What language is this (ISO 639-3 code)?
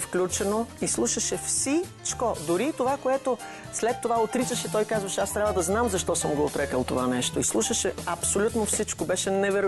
bul